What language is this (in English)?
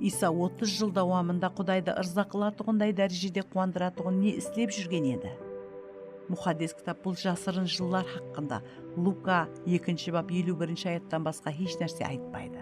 Kara-Kalpak